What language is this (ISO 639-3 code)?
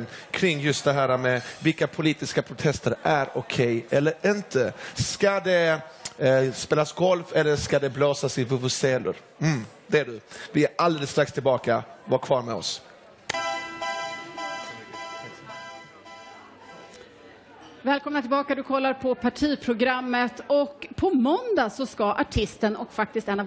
swe